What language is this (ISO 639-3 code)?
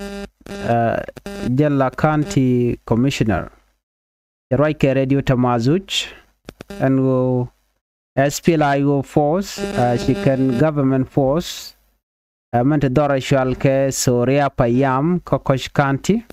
nus